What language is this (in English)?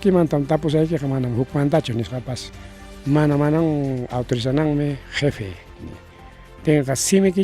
Ayacucho Quechua